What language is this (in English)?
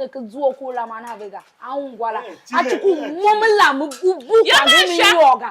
Tiv